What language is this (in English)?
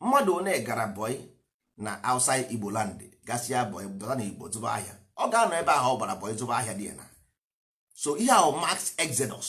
Igbo